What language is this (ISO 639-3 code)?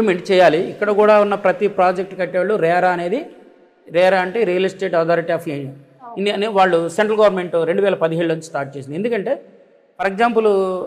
tel